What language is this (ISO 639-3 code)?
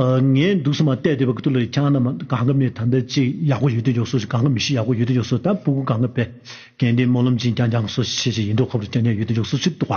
bod